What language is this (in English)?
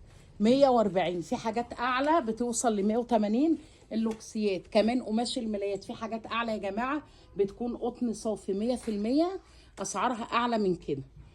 Egyptian Arabic